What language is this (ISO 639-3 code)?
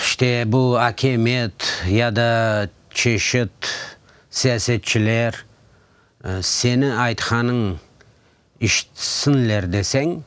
crh